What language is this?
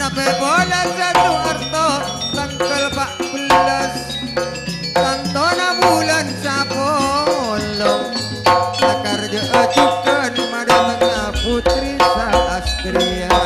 Madurese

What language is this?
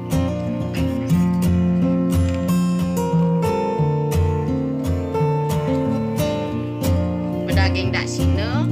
Balinese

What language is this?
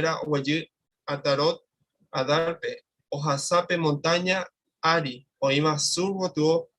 Guarani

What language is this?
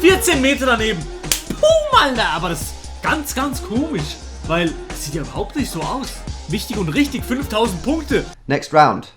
Swiss German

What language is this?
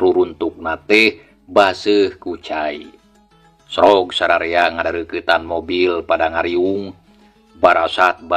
Sundanese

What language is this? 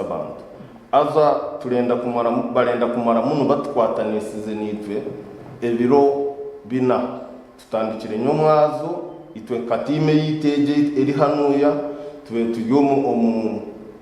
Nyankole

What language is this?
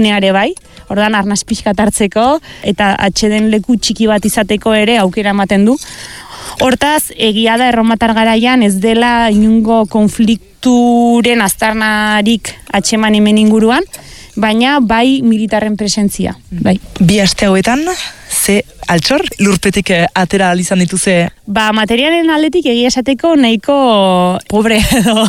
Basque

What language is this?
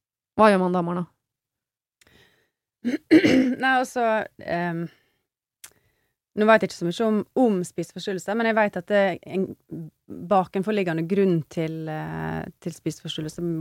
Norwegian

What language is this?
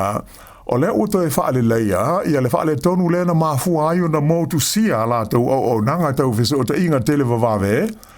Samoan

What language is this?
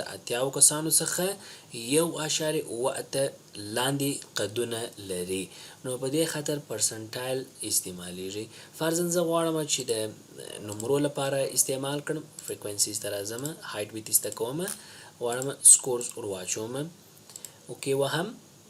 Pashto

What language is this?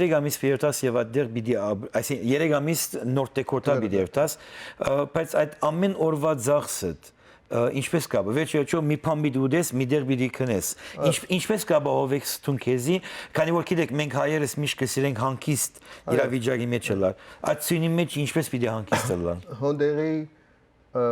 Western Armenian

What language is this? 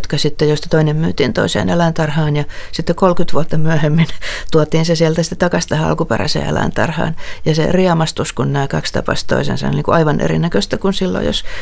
Finnish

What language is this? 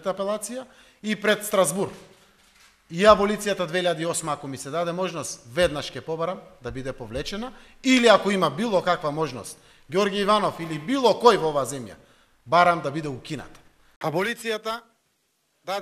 Macedonian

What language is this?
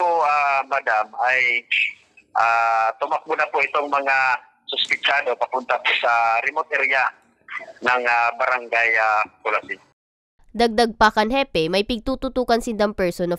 Bikol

